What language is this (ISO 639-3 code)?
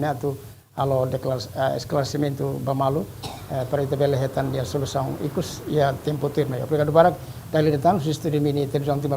tet